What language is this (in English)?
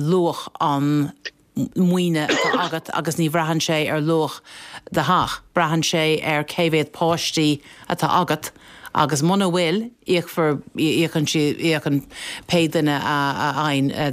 Irish